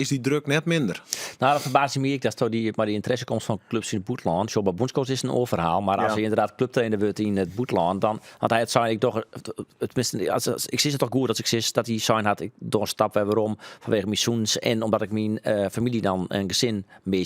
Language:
Western Frisian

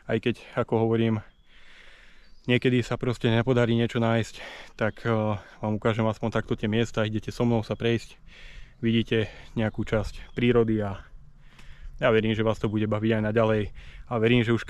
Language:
Slovak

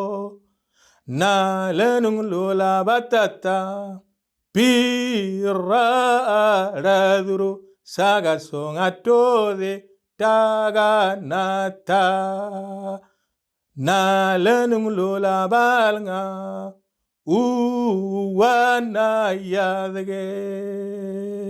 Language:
Moro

